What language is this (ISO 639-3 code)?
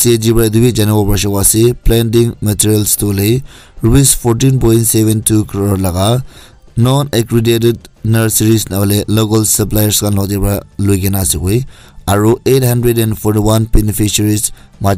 nag